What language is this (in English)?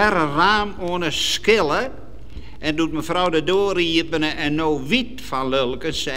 Western Frisian